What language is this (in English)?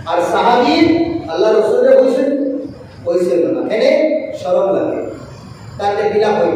Sylheti